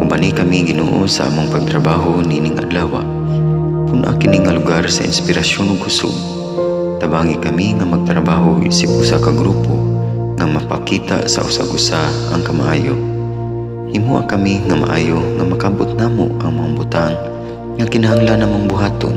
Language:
Cebuano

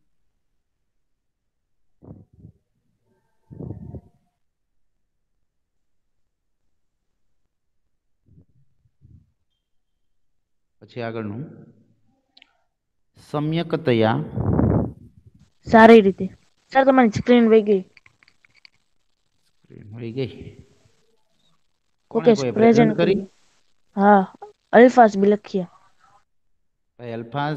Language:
Gujarati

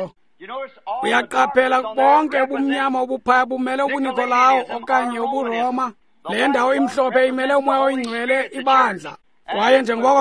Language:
Xhosa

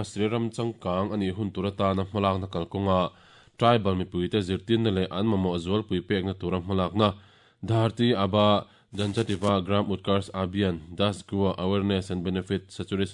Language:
Mizo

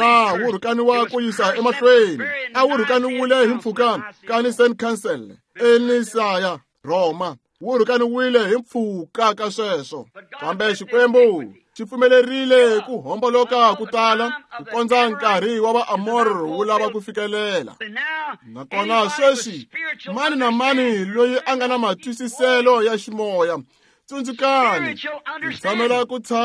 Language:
Tsonga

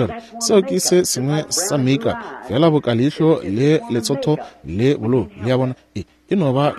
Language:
Northern Sotho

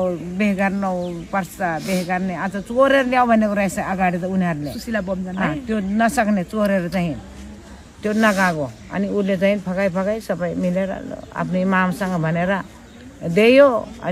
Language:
Nepali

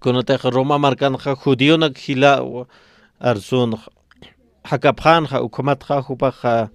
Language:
Aymara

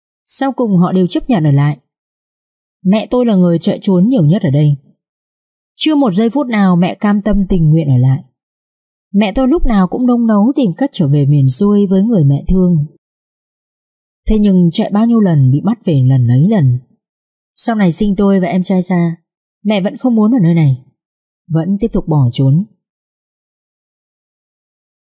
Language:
Vietnamese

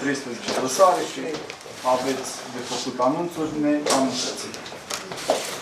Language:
Romanian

